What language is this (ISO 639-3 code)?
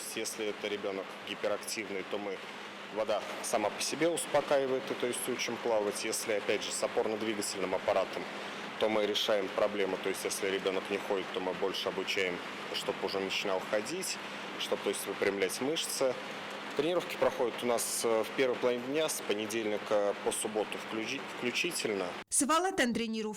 oss